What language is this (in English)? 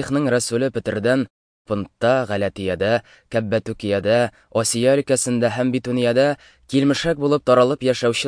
Tatar